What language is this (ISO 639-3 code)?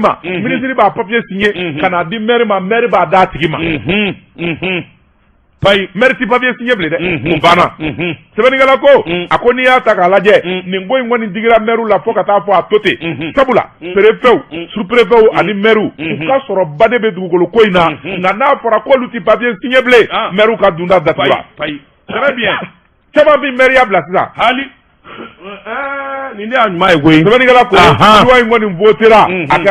bam